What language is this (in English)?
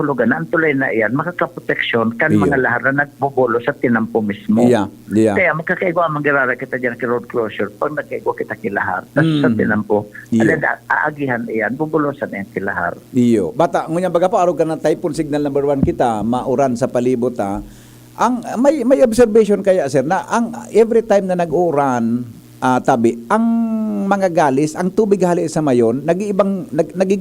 Bikol